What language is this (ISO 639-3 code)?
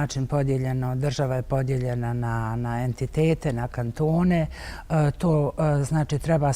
bos